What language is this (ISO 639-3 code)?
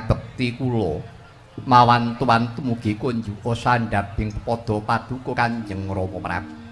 jav